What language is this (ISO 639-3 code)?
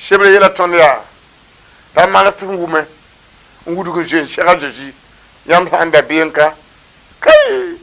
mos